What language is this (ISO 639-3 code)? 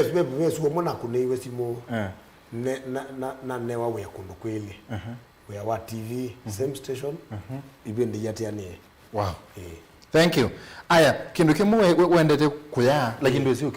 kam